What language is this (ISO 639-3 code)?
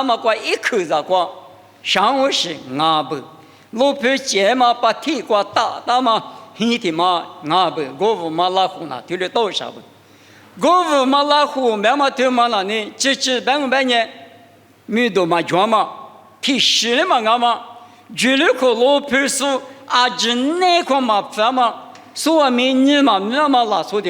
lis